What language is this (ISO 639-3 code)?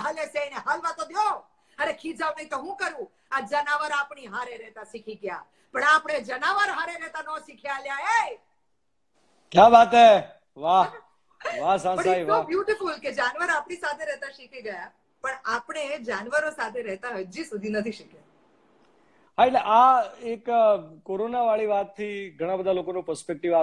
guj